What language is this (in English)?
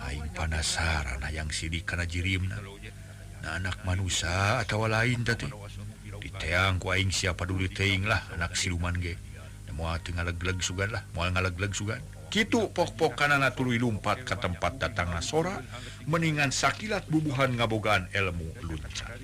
Sundanese